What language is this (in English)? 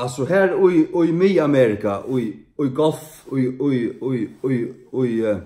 Faroese